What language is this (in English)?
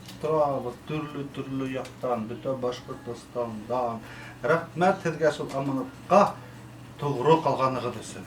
Bashkir